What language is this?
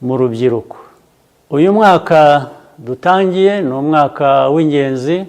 Kinyarwanda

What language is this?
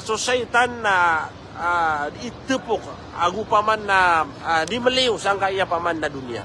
Maranao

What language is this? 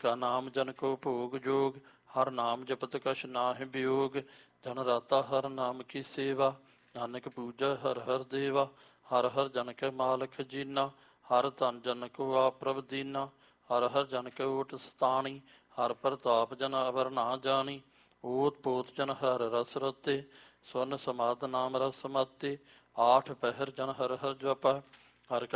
Punjabi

